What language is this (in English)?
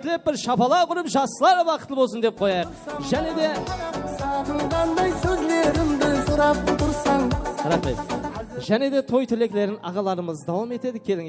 Kara-Kalpak